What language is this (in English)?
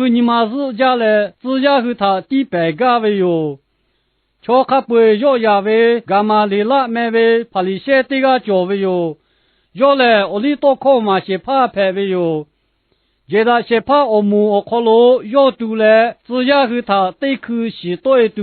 Lahu